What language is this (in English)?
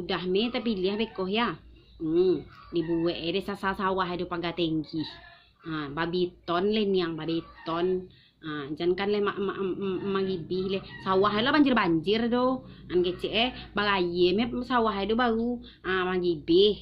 Minangkabau